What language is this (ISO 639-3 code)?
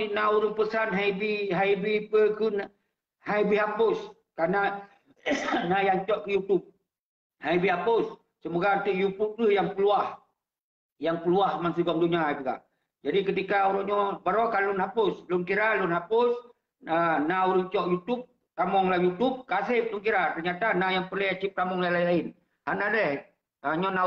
ace